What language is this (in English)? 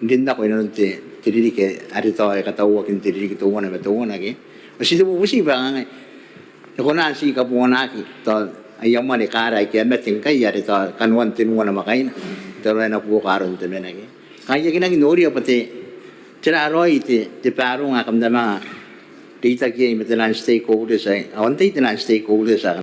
Gilbertese